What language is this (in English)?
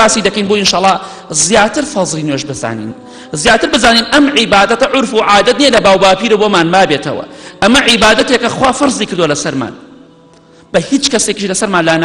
Central Kurdish